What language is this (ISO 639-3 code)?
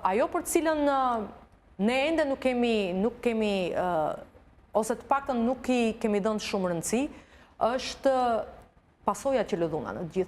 sqi